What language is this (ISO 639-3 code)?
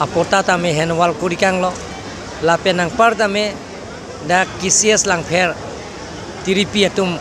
mjw